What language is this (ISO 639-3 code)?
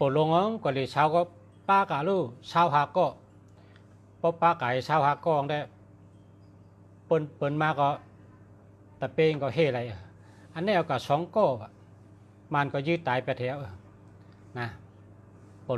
shn